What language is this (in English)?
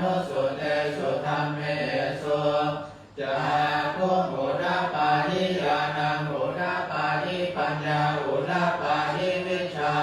Pali